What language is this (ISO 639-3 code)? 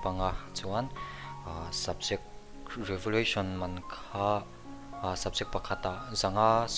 lus